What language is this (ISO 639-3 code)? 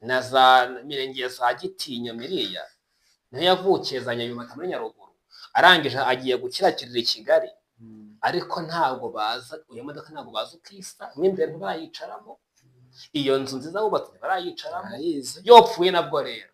kin